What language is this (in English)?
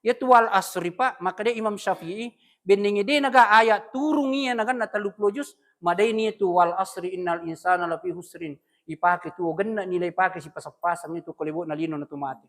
Buginese